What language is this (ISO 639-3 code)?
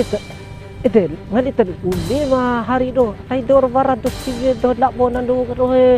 bhp